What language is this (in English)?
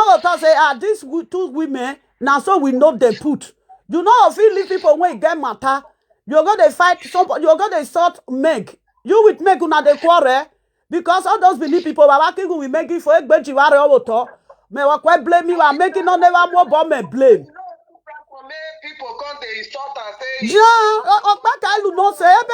Nigerian Pidgin